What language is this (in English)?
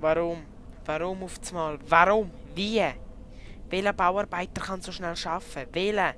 Swiss German